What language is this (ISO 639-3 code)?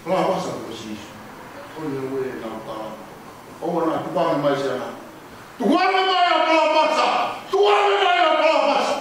ton